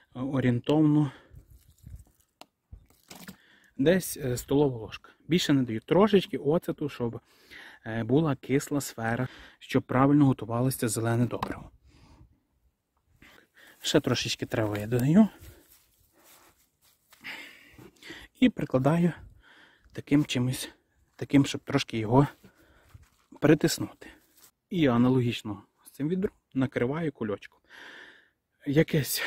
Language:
Ukrainian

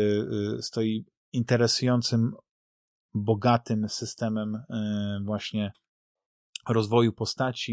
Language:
Polish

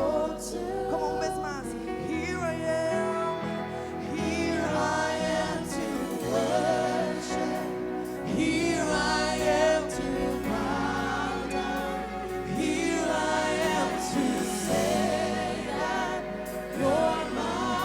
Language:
Papiamento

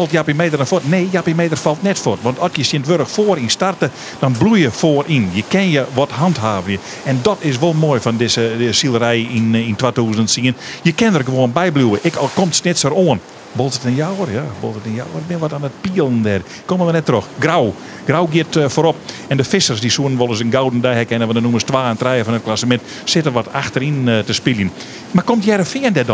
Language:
Western Frisian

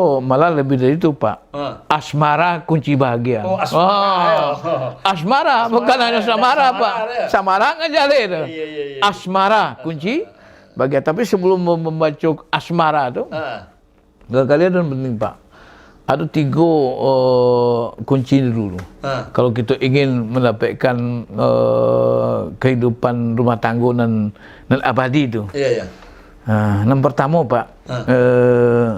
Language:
Minangkabau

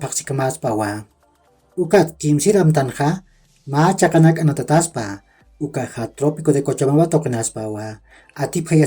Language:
Aymara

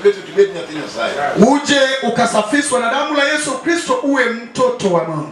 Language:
Luo (Kenya and Tanzania)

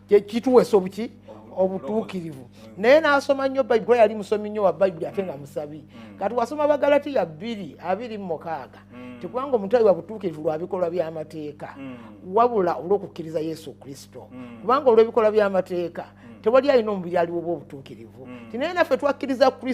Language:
Ganda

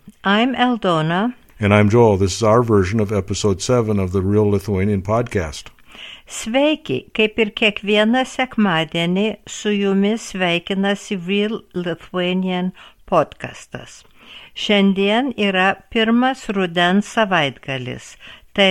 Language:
Lithuanian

